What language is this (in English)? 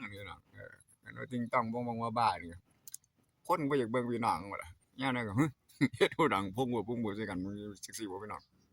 Northeastern Thai